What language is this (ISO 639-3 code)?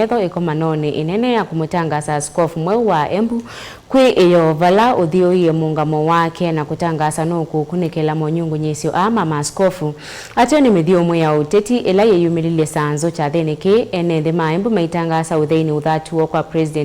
kam